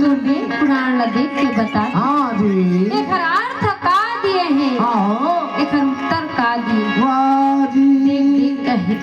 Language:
Chhattisgarhi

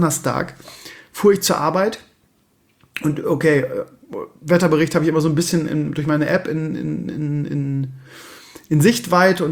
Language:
German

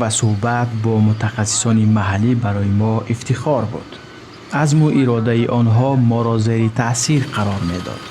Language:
Tajik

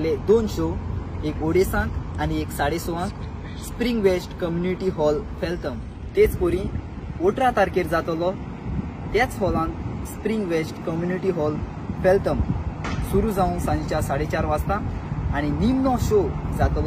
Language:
Konkani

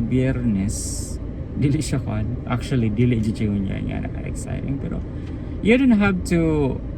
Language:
Cebuano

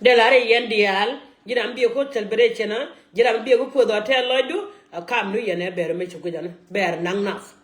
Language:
Nuer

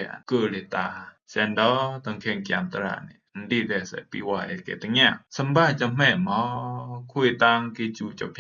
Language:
Rumai Palaung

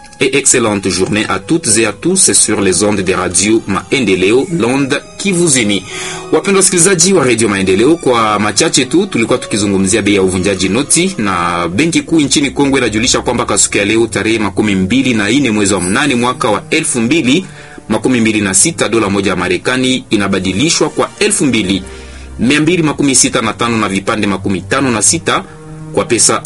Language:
Swahili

